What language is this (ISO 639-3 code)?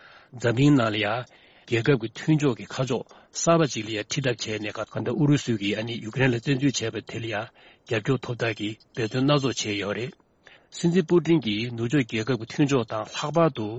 bod